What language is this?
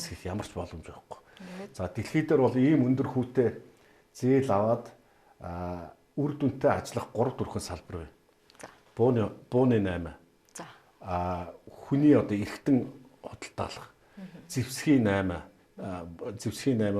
Mongolian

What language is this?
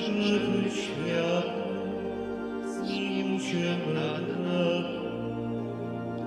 Polish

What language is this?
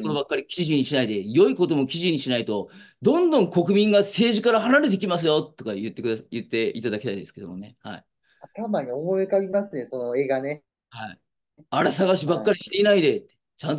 Japanese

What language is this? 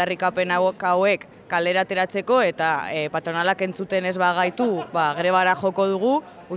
Basque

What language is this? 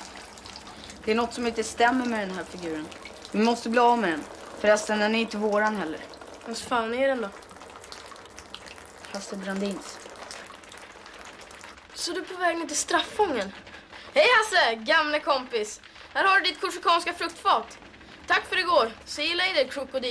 Swedish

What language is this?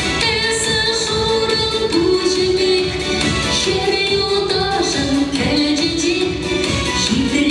Chuvash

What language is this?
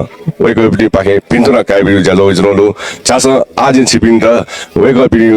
Newari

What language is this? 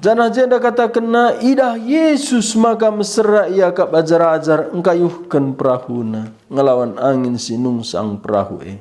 Batak Karo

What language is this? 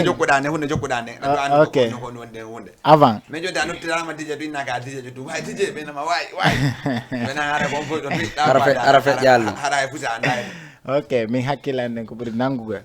Fula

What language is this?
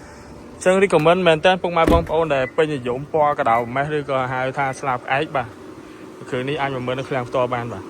Khmer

